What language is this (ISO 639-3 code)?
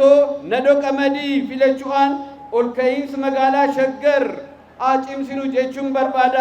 orm